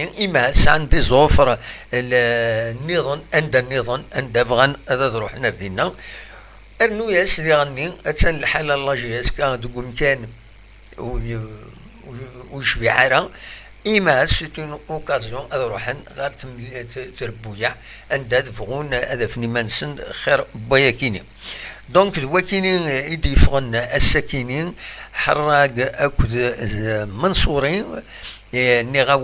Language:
Kabyle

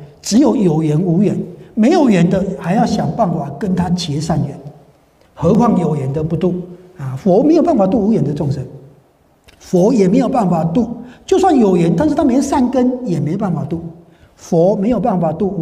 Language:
Chinese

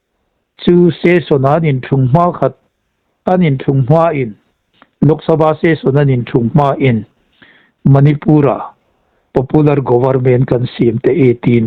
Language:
Hmar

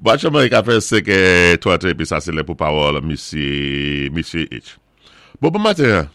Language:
Saint Lucian Creole French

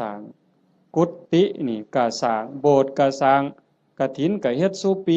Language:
Northeastern Thai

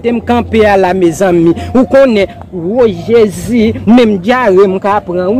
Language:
Haitian Creole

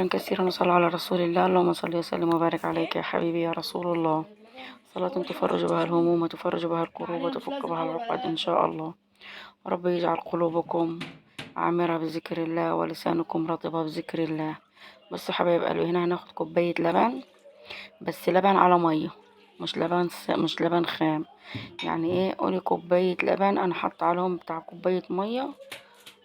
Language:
Egyptian Arabic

